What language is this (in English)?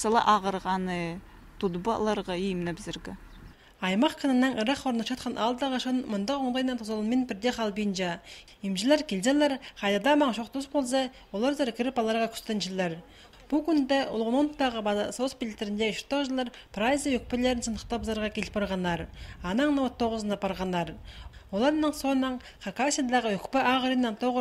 Khakas